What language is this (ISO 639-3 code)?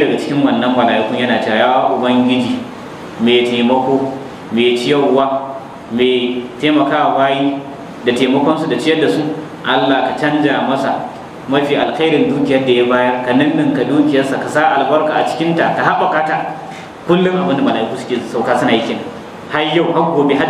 hau